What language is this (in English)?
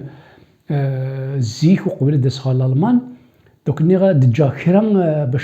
Kabyle